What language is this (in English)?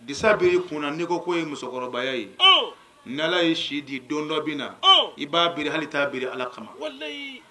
Bambara